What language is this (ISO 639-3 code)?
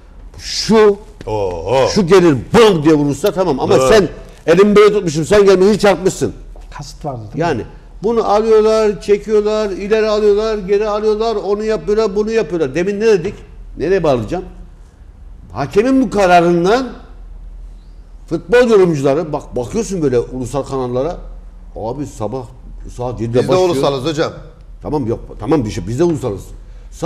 tur